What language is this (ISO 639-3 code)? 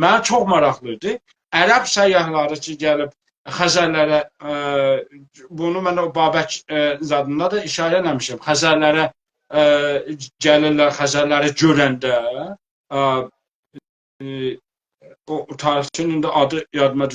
azb